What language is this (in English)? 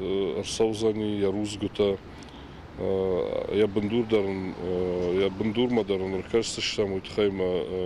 Ossetic